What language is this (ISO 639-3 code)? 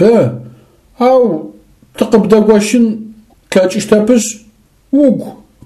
ady